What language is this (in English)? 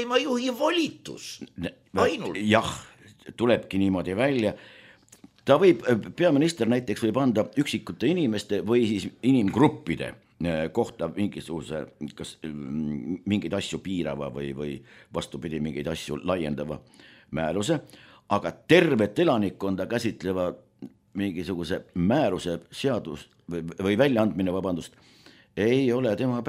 Estonian